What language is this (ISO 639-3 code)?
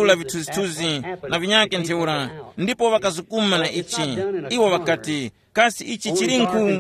tum